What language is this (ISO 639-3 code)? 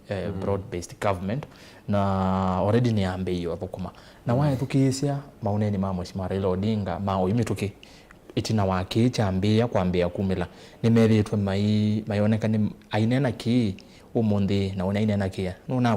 kam